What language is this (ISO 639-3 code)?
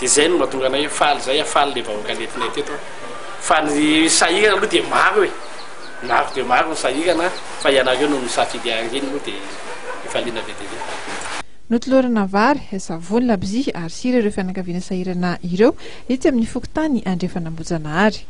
mlg